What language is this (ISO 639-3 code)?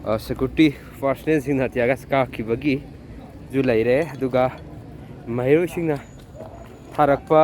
mni